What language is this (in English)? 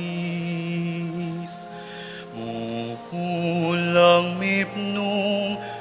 Pampanga